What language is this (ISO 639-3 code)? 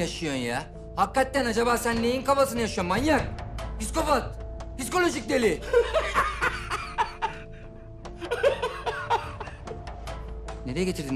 tur